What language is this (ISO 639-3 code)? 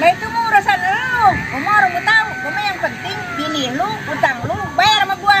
bew